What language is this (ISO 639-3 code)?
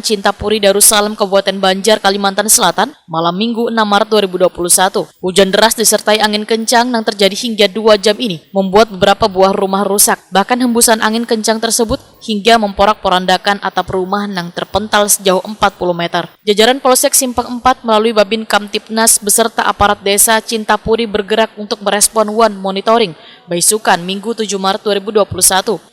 bjn